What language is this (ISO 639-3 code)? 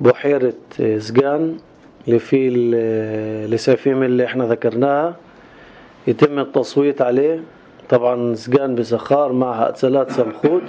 apc